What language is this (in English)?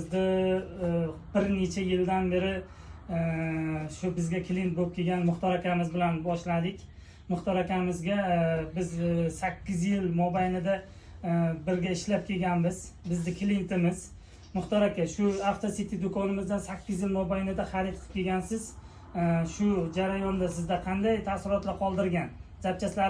Uzbek